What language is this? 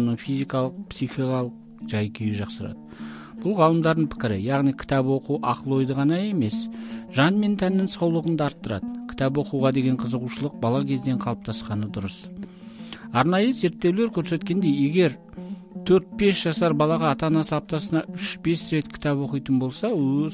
Kazakh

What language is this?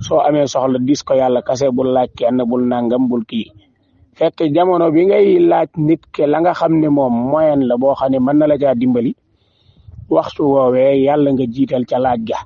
Wolof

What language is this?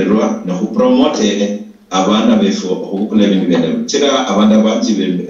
Luyia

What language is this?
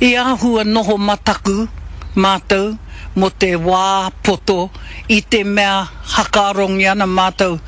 Māori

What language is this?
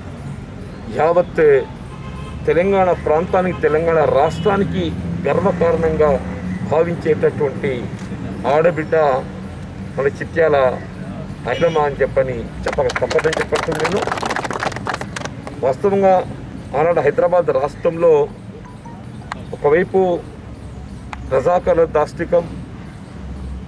Telugu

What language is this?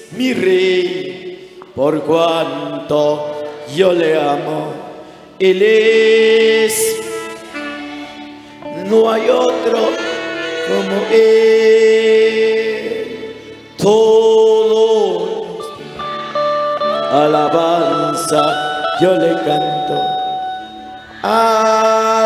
Spanish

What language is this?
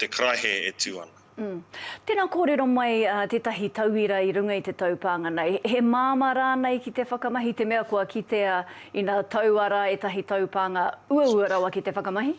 Māori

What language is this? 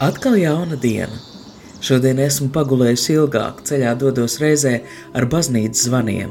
Latvian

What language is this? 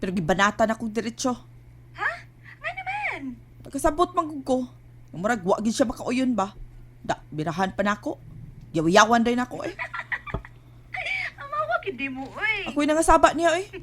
Cebuano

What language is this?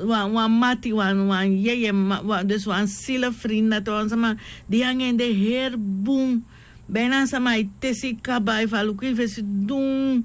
Sranan Tongo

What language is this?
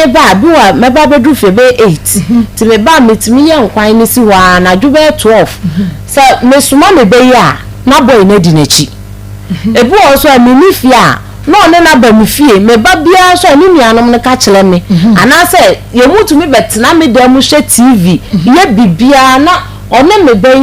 Akan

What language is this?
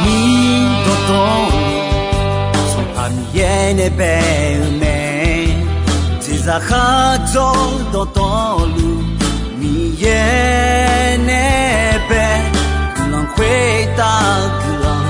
Akha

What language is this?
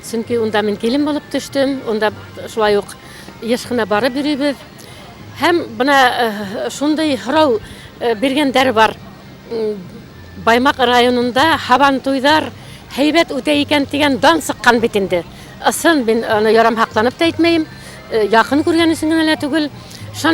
Bashkir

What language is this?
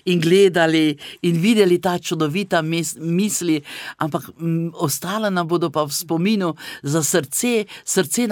Slovenian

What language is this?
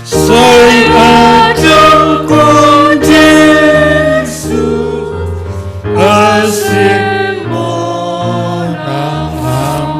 Batak Simalungun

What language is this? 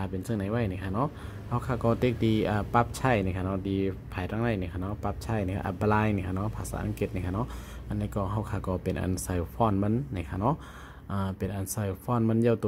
Shan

